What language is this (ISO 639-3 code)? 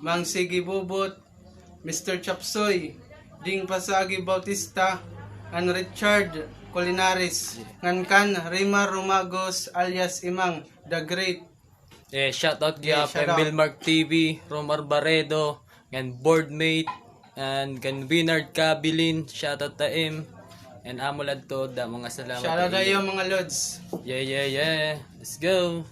war